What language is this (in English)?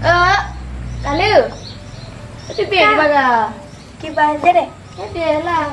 Achinese